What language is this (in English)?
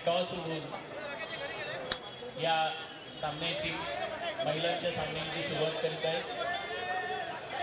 Marathi